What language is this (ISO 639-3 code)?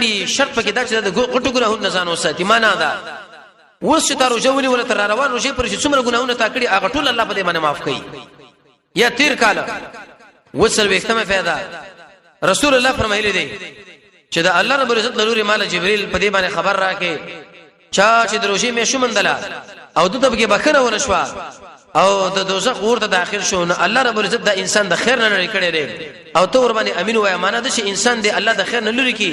pus